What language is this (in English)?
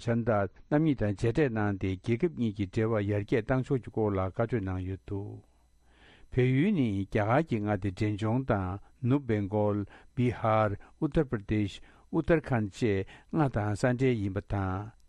Tibetan